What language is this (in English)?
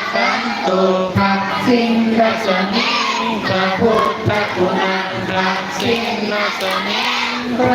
Pali